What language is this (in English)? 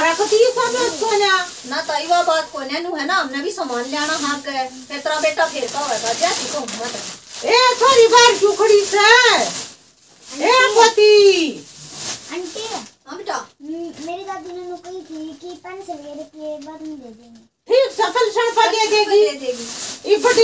Haryanvi